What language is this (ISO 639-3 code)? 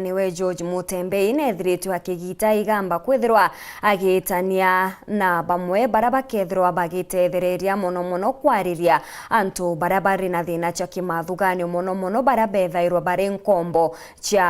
mer